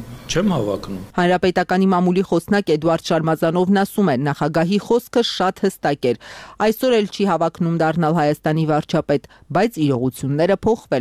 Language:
Armenian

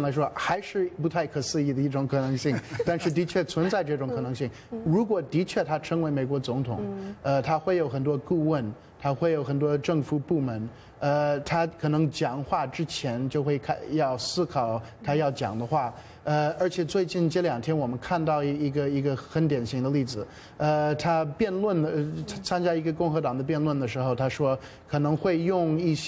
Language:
Chinese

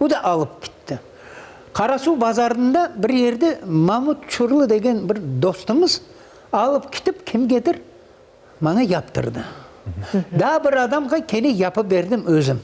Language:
Crimean Tatar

